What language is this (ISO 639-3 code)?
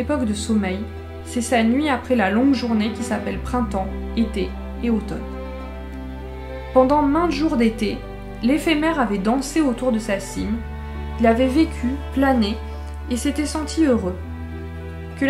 fra